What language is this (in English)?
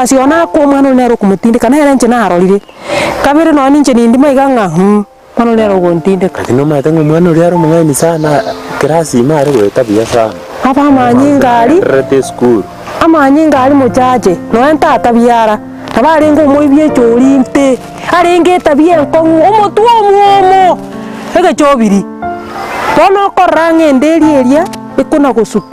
Gusii